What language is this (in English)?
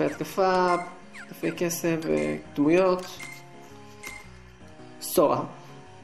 Hebrew